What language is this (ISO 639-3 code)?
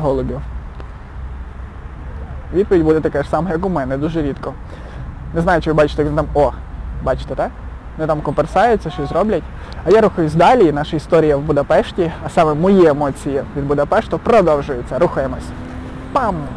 ukr